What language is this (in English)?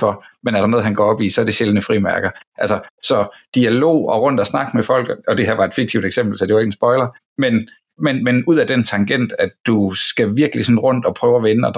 Danish